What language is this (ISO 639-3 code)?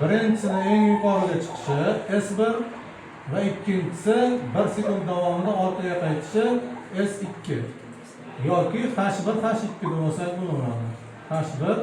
uzb